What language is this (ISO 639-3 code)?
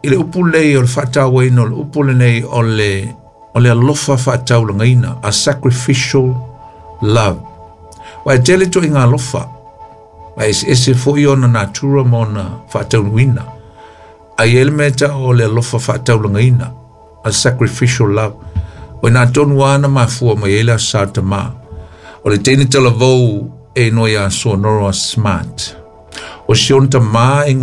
smo